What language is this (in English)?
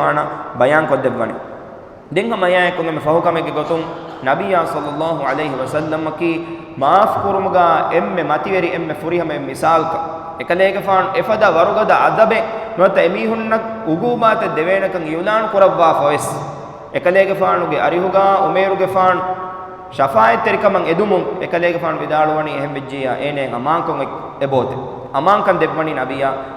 Divehi